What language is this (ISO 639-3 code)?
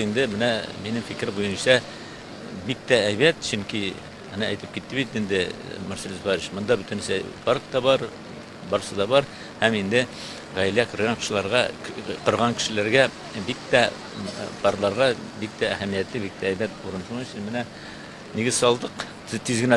tat